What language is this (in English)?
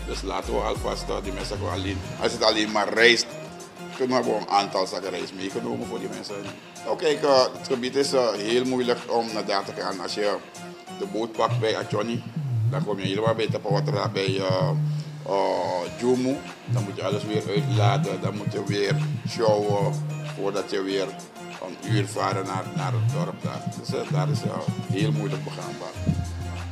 Dutch